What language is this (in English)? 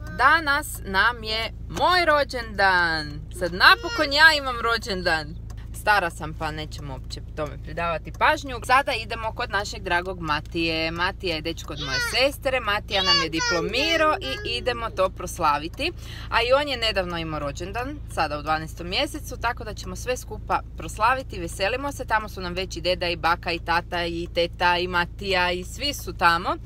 Croatian